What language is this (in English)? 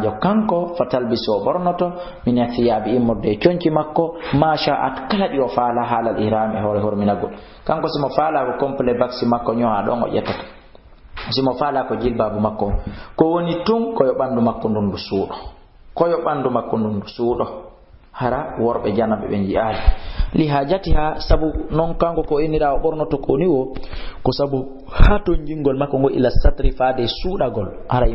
Fula